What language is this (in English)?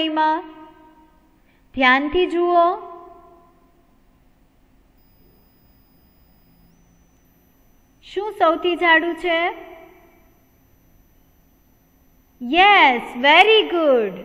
Gujarati